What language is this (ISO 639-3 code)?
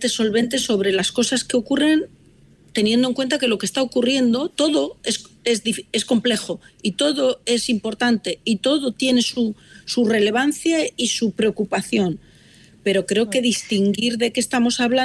spa